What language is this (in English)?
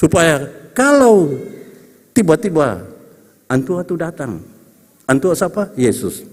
Ambonese Malay